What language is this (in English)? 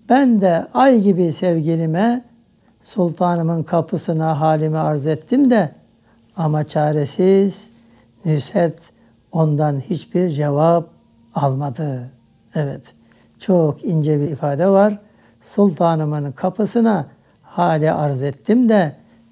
Turkish